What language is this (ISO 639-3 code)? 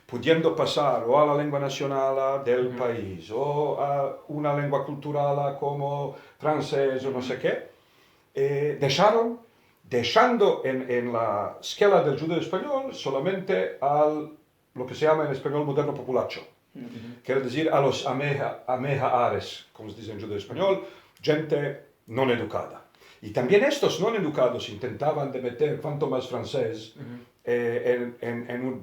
lad